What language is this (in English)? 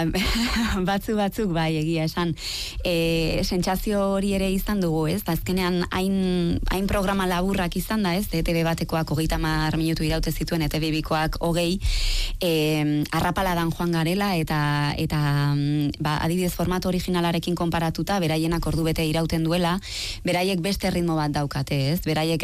Basque